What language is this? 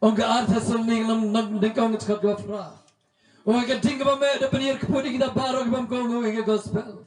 Khasi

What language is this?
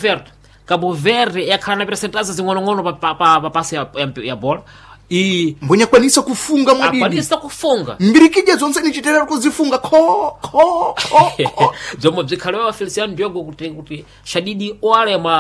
Sena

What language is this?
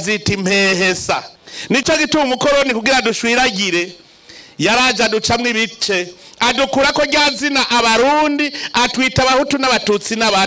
Rundi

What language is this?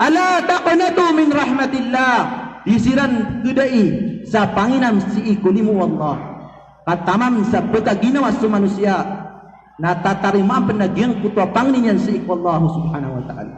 Maranao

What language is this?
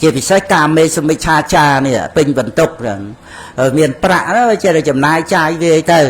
Khmer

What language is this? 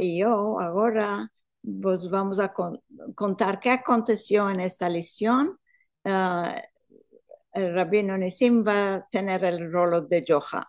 Ladino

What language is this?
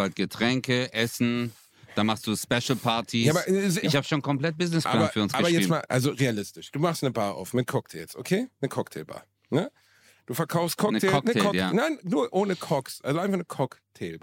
German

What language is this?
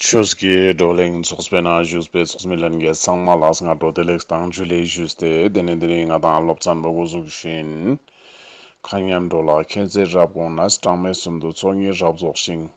Ladakhi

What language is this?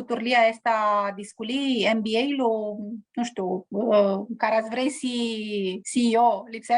Aromanian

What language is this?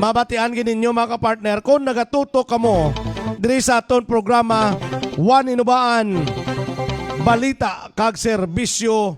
Hiligaynon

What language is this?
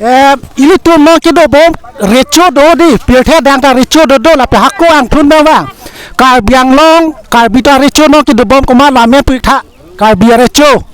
Karbi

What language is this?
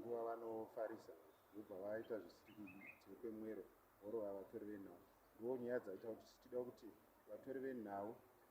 Shona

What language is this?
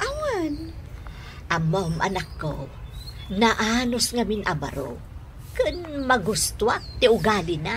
Iloko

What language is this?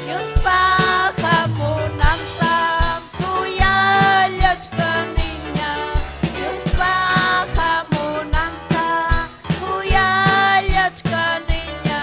Ayacucho Quechua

